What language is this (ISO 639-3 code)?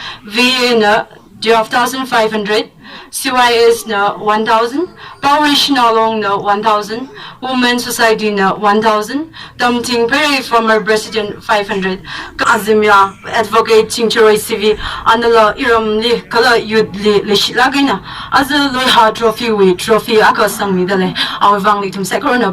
nmf